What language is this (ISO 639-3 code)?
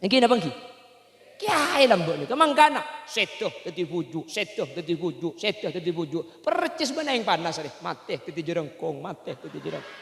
mad